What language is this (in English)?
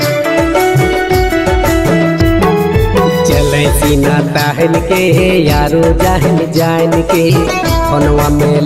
Bhojpuri